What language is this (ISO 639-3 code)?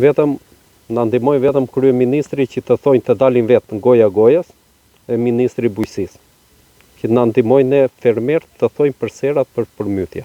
sqi